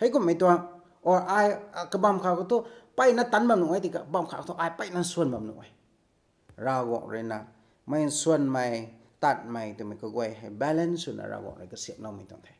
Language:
Rongmei Naga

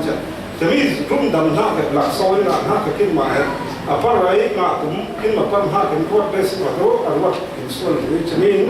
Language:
Falam Chin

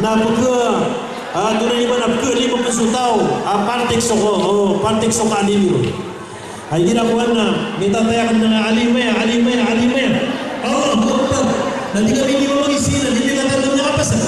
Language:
Maranao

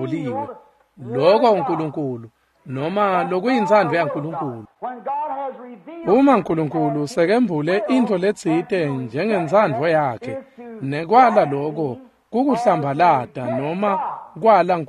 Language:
Swati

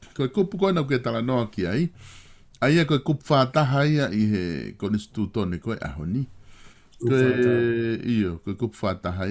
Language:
Tongan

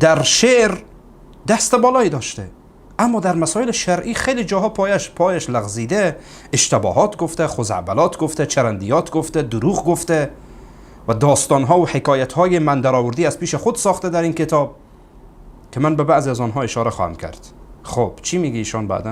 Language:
Persian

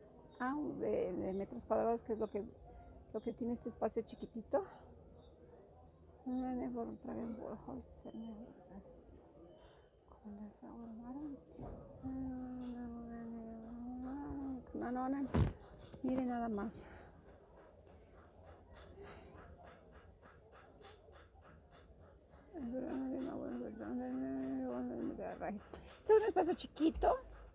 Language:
Spanish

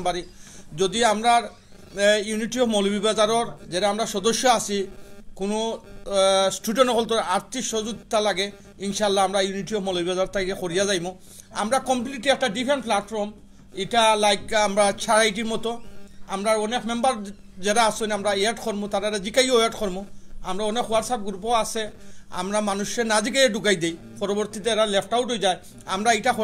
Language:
Sylheti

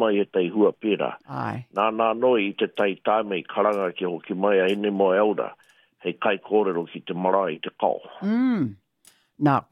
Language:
Māori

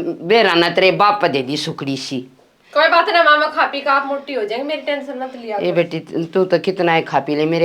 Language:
Haryanvi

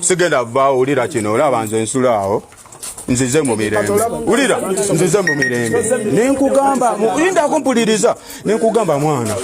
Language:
Ganda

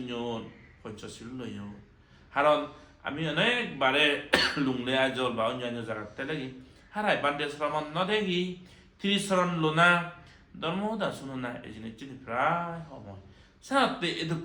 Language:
Chakma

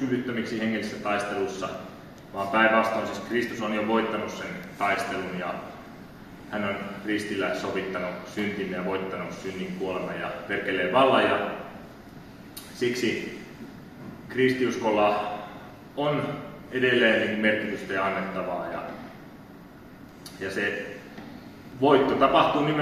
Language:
Finnish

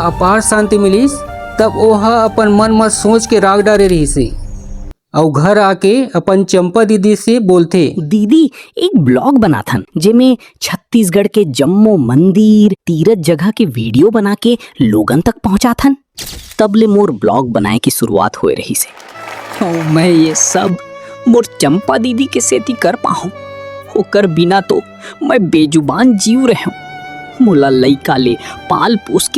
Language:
Chhattisgarhi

